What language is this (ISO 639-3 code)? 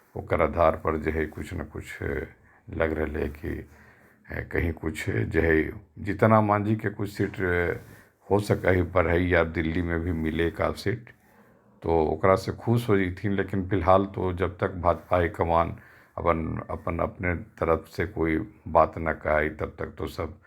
mag